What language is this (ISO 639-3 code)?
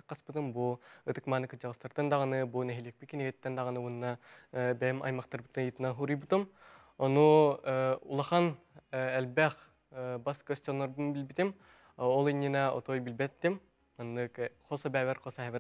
sah